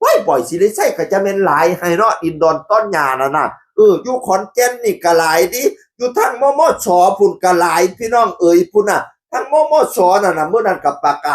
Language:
Northeastern Thai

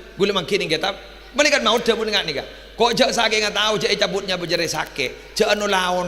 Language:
Madurese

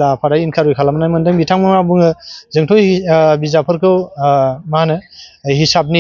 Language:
Bodo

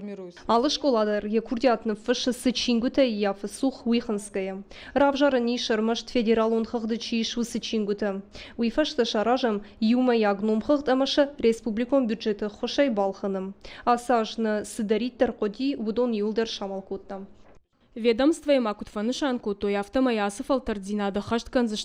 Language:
Ossetic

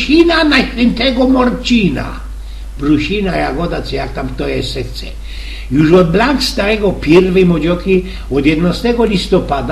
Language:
Silesian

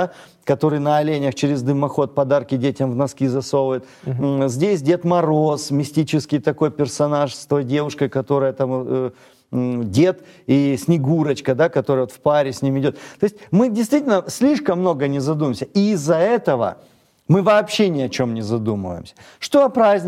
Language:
Russian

